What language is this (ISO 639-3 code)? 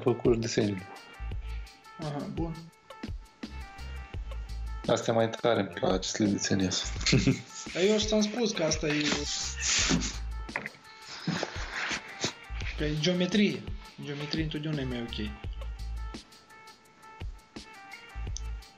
ron